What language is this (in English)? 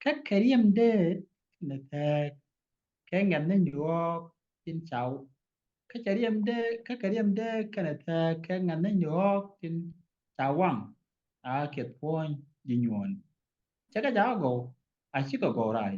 Nuer